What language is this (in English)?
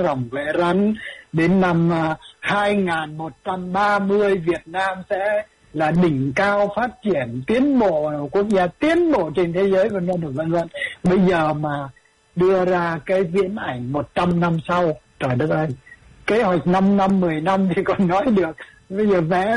Vietnamese